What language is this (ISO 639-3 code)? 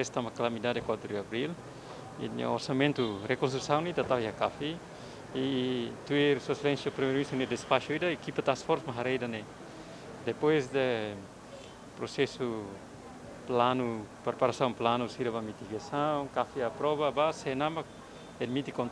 tet